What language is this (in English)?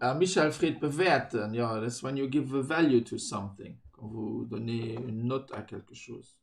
Luxembourgish